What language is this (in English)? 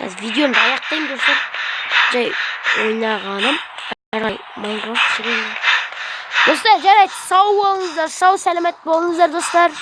Kazakh